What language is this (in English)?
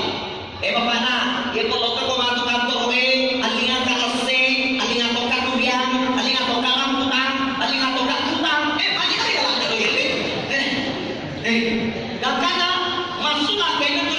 Buginese